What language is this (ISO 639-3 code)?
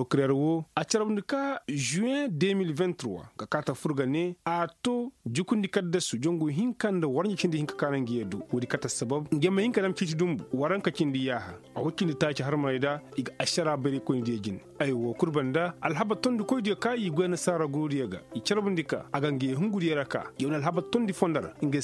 ses